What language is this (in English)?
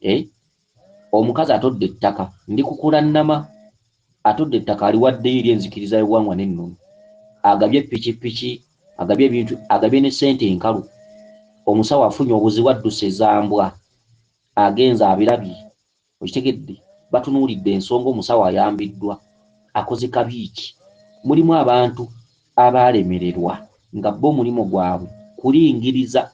Ganda